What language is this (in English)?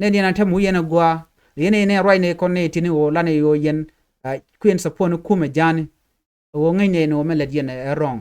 Nuer